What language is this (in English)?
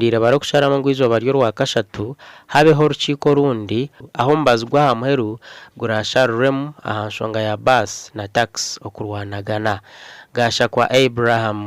Nyankole